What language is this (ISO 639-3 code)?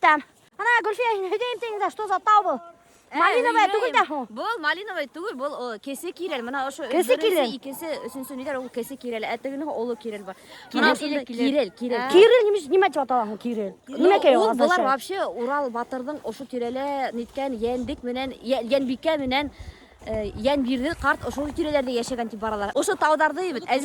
bak